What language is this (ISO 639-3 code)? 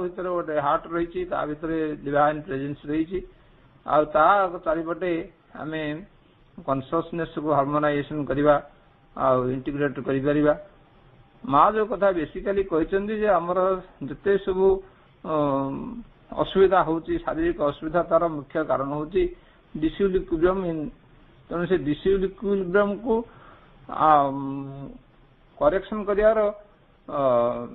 ori